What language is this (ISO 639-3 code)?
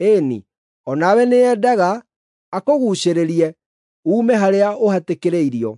kik